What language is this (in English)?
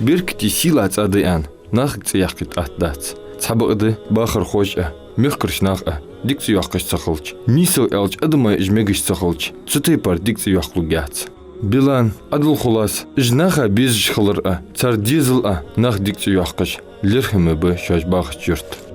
Ingush